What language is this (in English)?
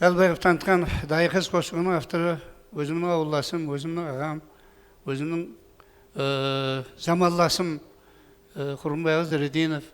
Kara-Kalpak